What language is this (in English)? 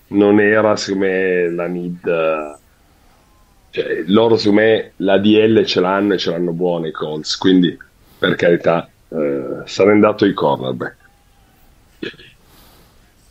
Italian